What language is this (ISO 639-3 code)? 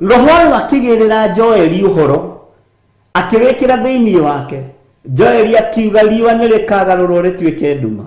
kik